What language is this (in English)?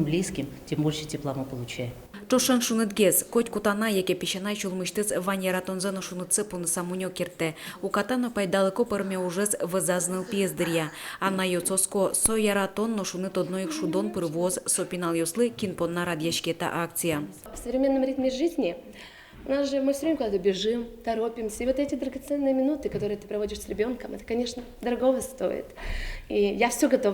Udmurt